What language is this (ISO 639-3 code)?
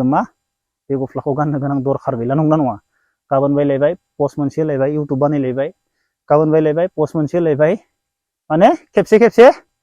brx